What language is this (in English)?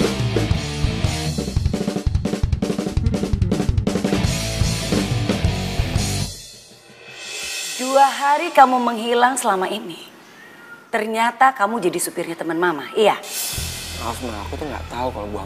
Indonesian